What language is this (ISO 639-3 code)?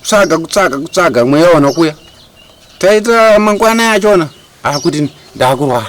sna